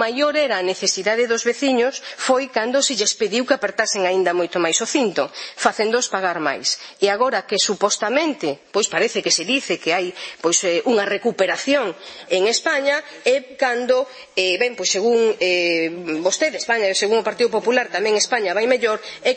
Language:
Galician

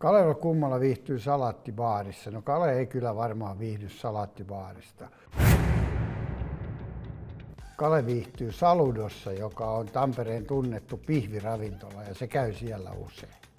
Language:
Finnish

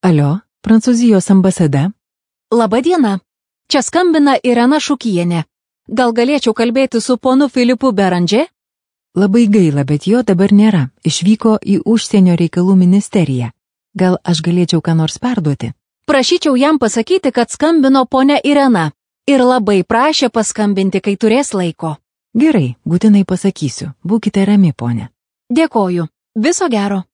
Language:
Lithuanian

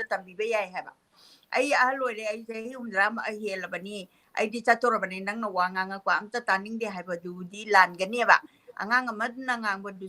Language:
Manipuri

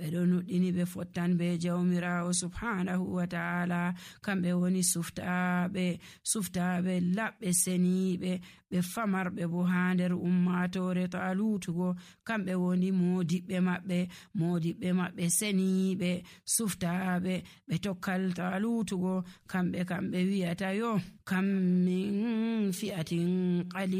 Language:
Nigerian Fulfulde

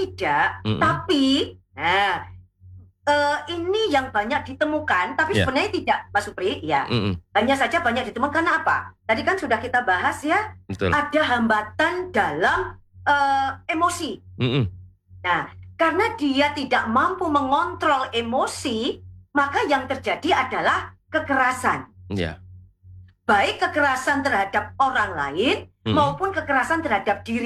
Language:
Indonesian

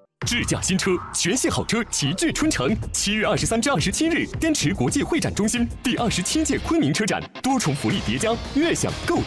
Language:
Chinese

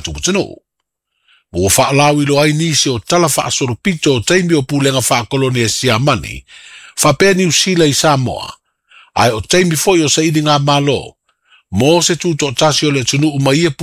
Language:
Samoan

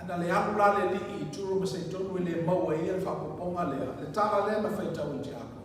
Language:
Samoan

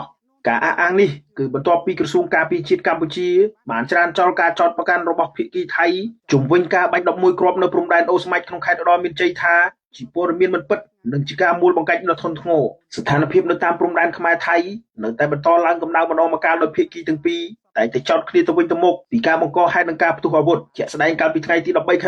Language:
Khmer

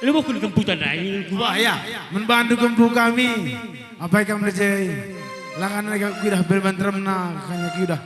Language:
Batak Karo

